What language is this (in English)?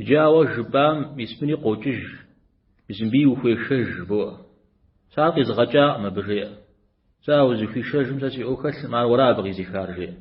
Kabardian